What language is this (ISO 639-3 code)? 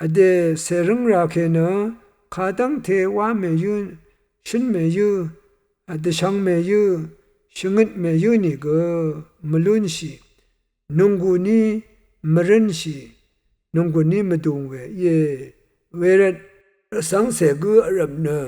raw